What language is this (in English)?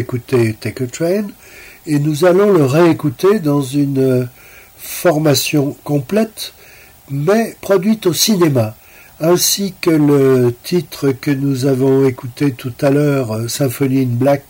French